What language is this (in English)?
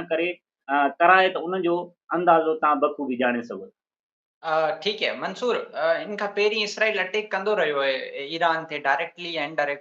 Sindhi